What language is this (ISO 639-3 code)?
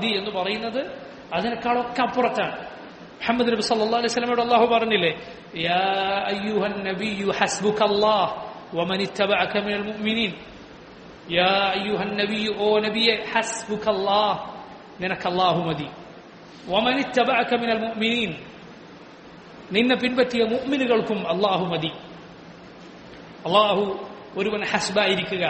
mal